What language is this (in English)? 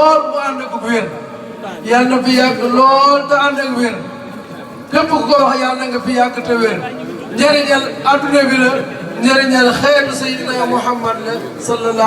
Wolof